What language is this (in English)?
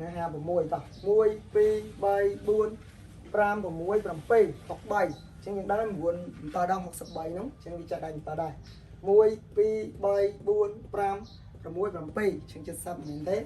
Khmer